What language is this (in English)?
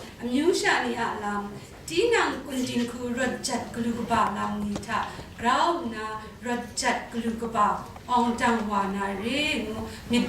Kachin